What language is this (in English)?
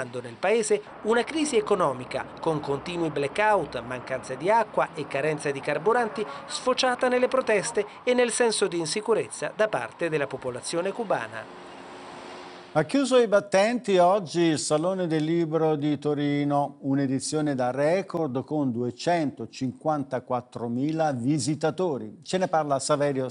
Italian